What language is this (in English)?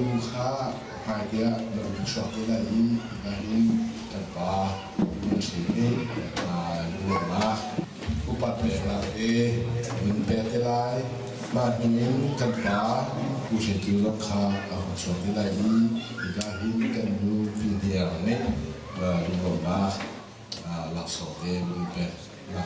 Hakha Chin